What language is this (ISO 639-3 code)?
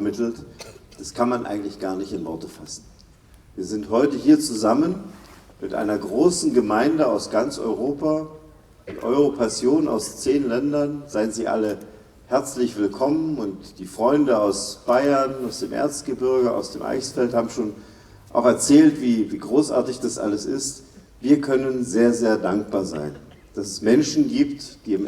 hsb